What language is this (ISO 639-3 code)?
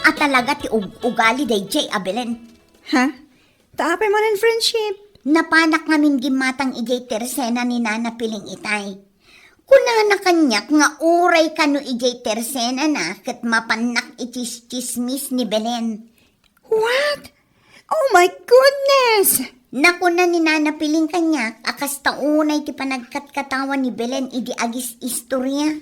ilo